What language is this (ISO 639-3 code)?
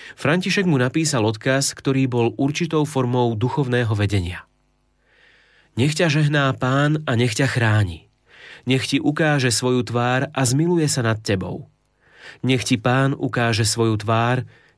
slk